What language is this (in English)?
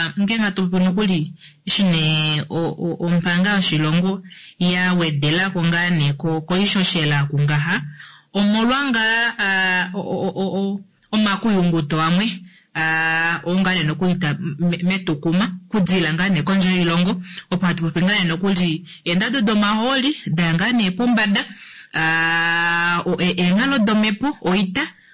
Kuanyama